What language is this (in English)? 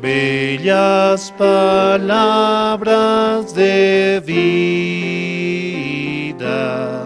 South Bolivian Quechua